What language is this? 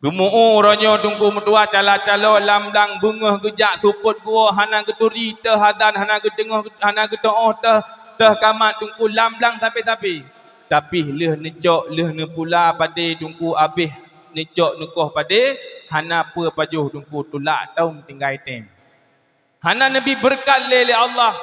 Achinese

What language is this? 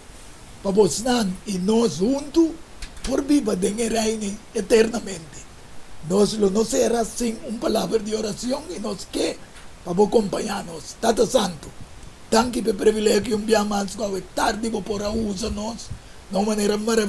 Papiamento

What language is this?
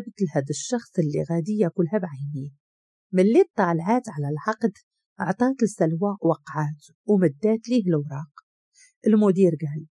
Moroccan Arabic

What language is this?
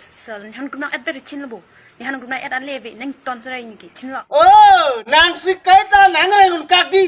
Karbi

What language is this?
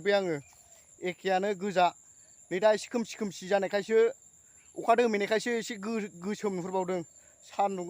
Bodo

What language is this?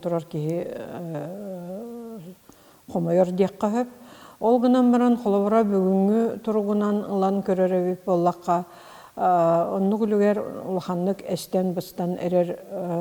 Yakut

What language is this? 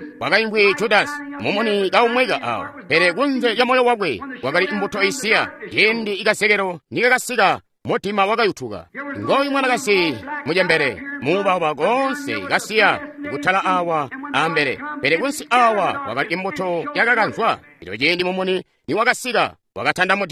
Tonga (Zambia)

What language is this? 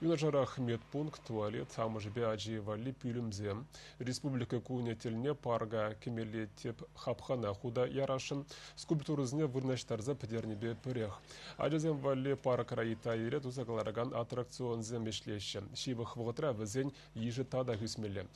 Chuvash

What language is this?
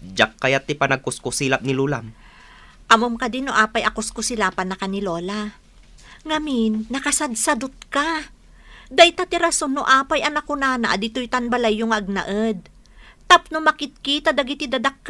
Iloko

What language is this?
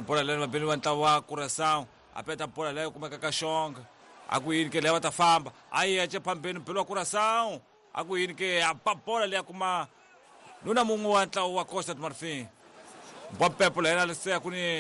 Tsonga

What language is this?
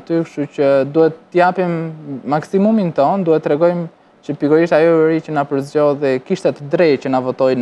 Albanian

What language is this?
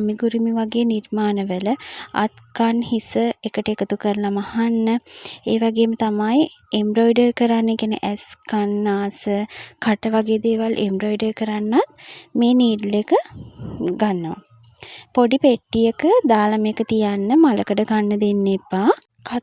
Sinhala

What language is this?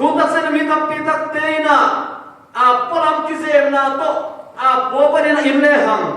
Tedim Chin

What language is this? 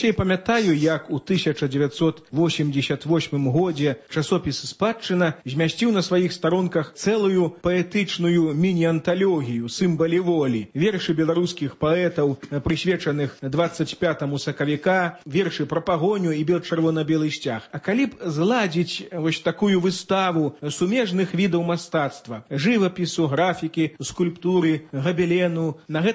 Belarusian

